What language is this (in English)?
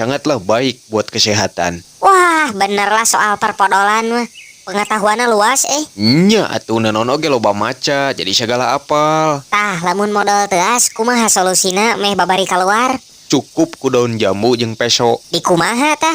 Sundanese